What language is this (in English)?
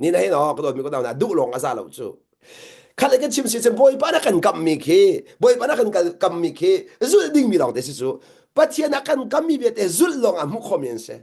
Hakha Chin